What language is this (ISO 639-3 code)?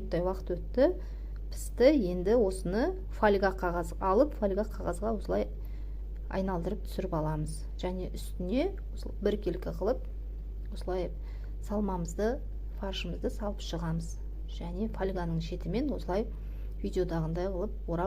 kaz